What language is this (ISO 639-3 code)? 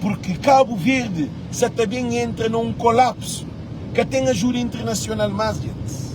kea